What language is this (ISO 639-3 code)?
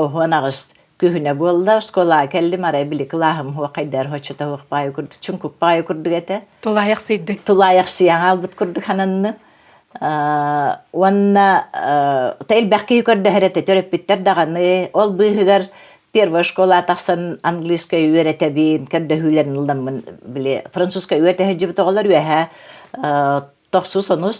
sah